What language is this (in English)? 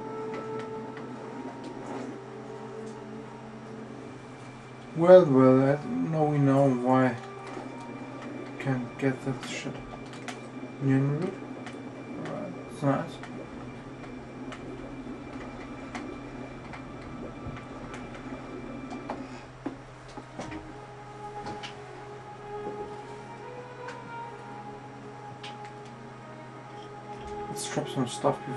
English